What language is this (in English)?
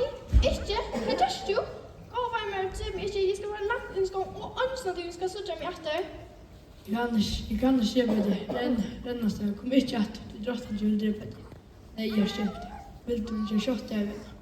Faroese